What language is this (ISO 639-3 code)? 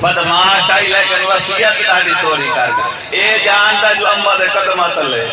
skr